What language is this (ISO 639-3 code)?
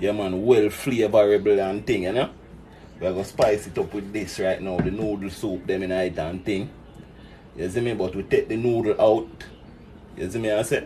jam